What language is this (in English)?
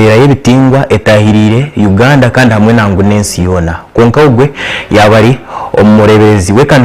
Nyankole